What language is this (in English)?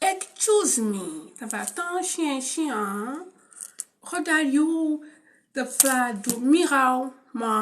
Kabuverdianu